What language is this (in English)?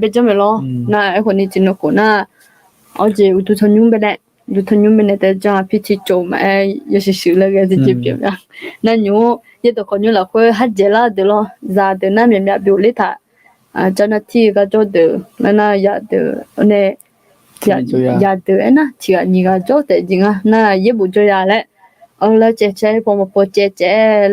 Akha